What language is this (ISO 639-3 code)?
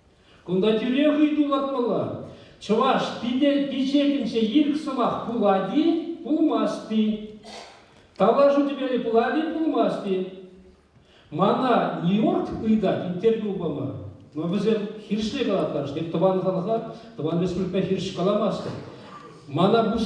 chv